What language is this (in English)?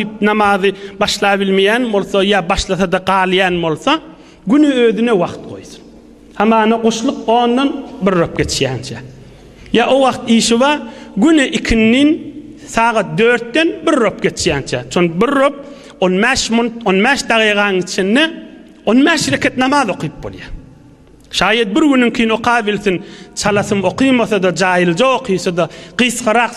Turkmen